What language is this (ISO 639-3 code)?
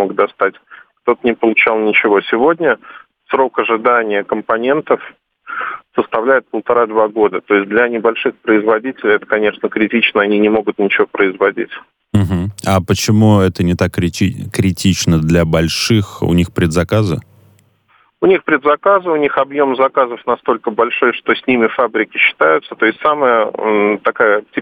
rus